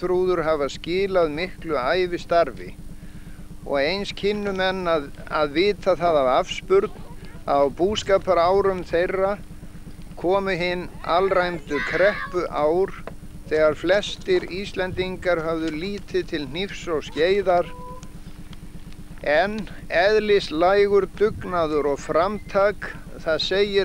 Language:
Icelandic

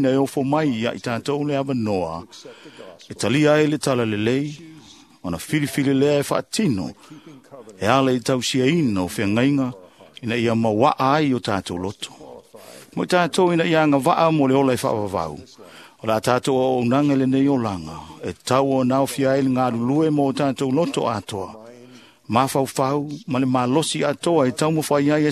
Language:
Samoan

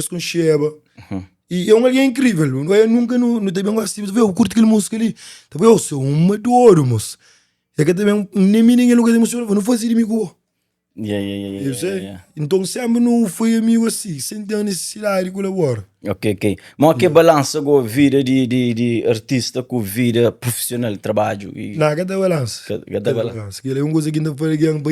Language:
Kabuverdianu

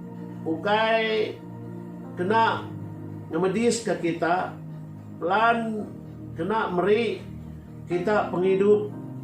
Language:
Iban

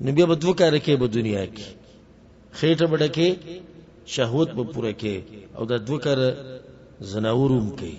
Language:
Pashto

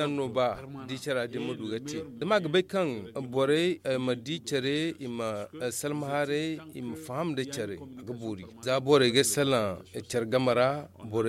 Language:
Zarma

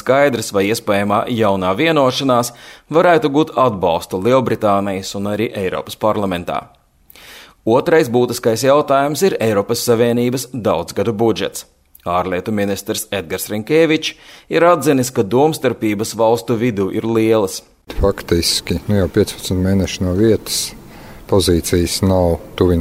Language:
Latvian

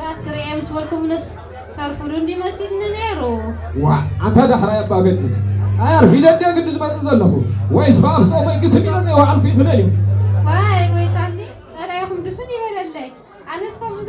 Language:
Tigrinya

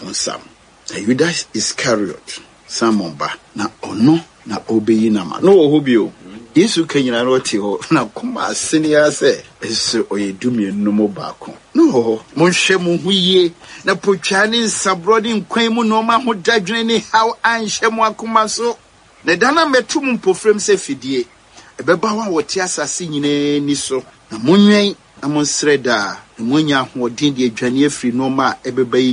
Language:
Akan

